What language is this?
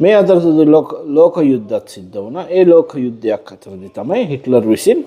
Sinhala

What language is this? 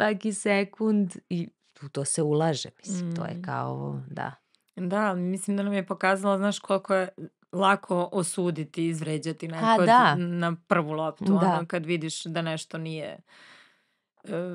Serbian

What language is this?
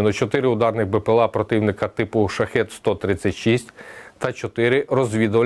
Ukrainian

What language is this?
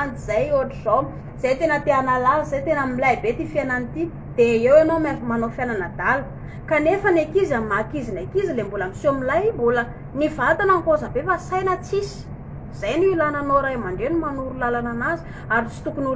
Malagasy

